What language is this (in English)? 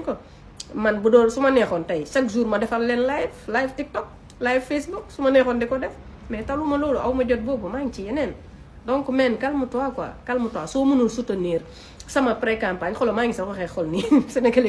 Wolof